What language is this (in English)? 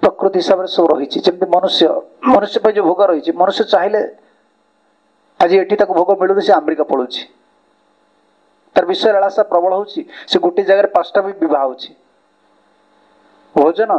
Odia